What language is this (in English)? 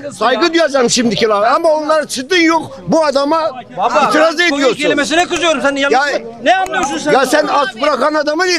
Turkish